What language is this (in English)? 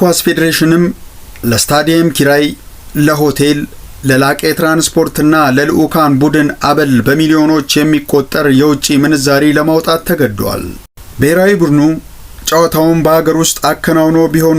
Amharic